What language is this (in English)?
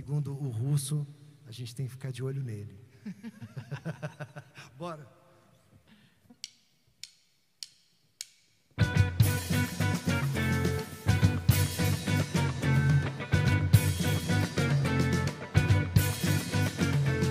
Portuguese